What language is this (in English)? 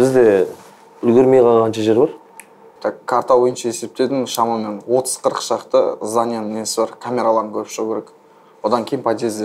Kazakh